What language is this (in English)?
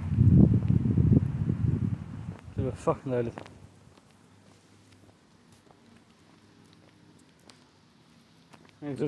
Danish